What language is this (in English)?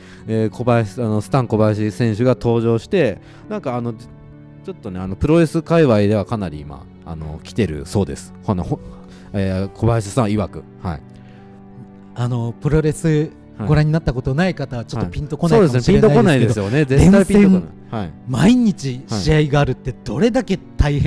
Japanese